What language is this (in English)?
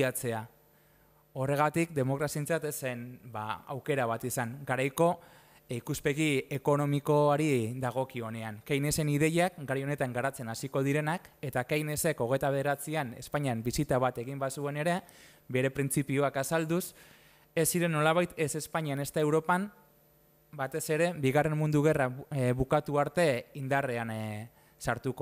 Basque